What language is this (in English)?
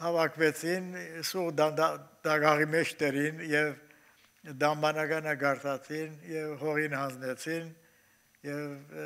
Armenian